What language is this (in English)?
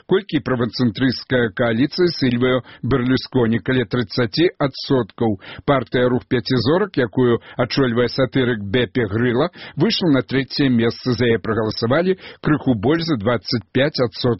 Belarusian